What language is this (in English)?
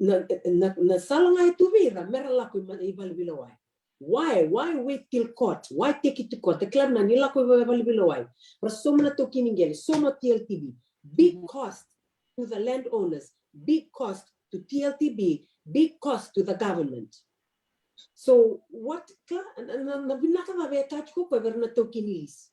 Fijian